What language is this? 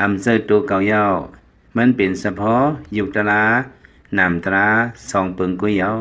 Lao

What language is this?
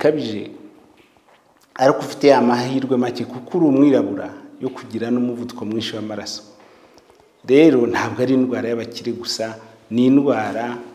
Kinyarwanda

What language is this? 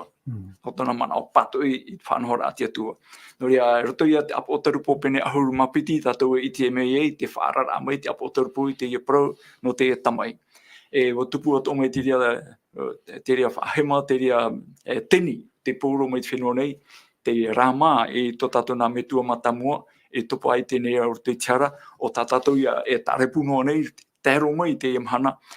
Tahitian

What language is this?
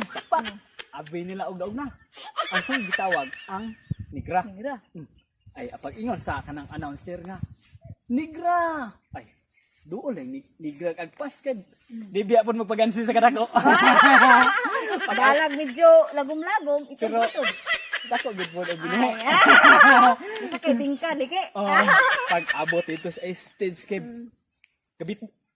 Cebuano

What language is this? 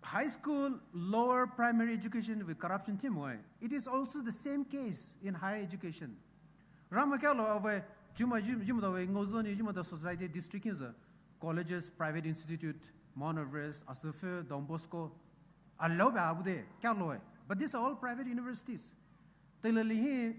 Poumei Naga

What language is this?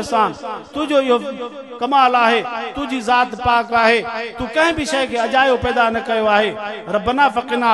Sindhi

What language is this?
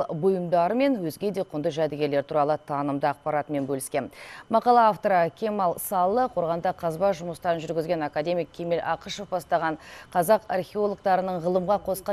Kazakh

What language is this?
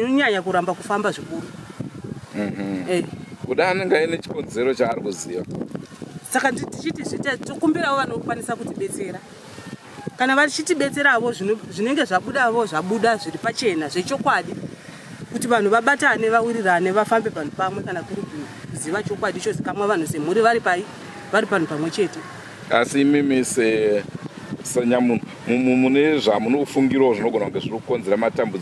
Shona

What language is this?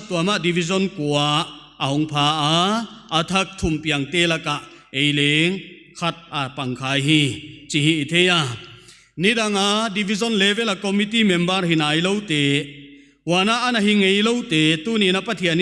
Paite Chin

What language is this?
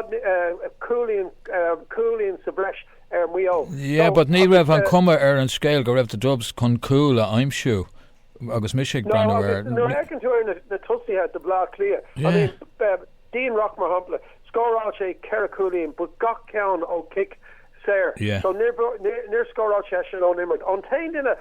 Irish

